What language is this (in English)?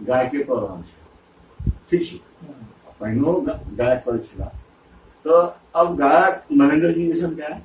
Maithili